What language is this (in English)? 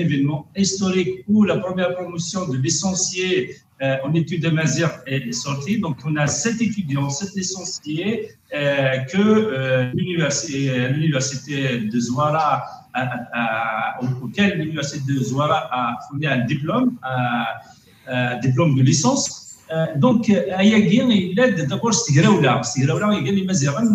Kabyle